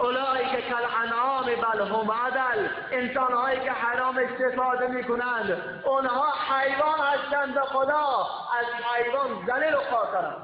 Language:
Tajik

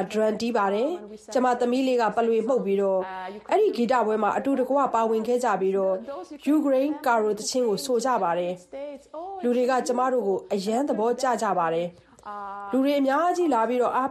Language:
Burmese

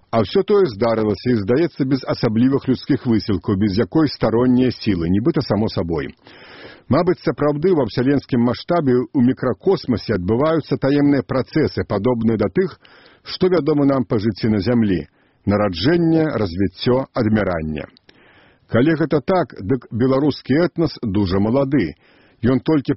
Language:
Belarusian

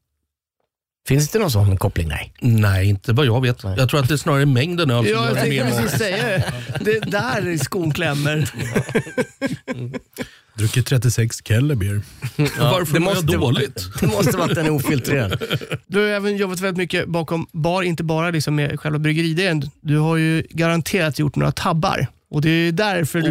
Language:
Swedish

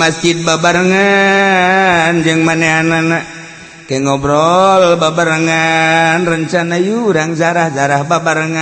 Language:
Sundanese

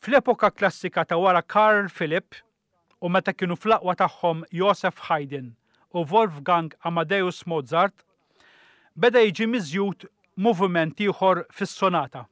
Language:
Maltese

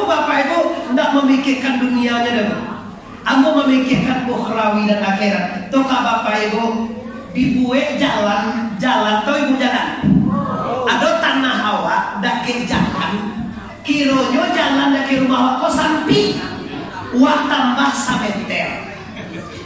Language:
Minangkabau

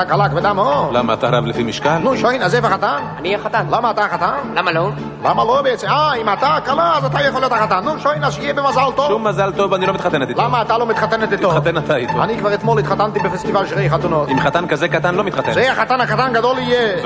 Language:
Hebrew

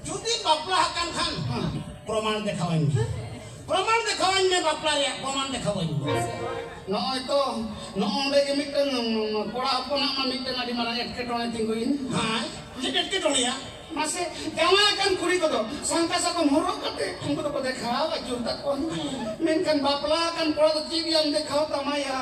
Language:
Santali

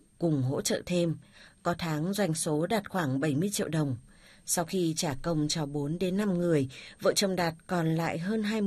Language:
Vietnamese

